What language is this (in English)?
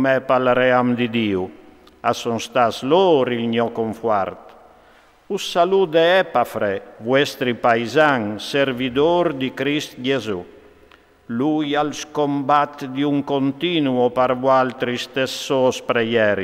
Friulian